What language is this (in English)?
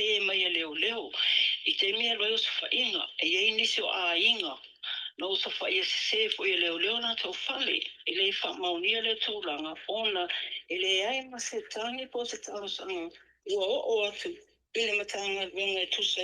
Samoan